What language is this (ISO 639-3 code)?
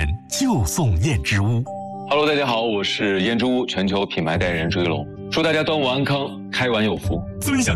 zho